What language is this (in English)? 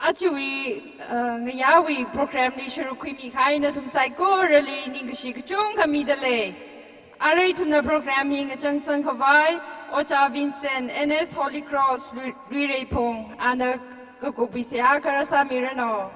Tangkhul Naga (India)